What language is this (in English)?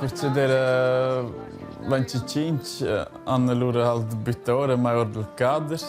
Romansh